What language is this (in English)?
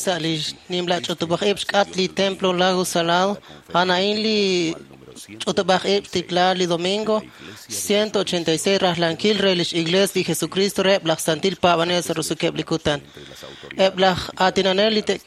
Kekchí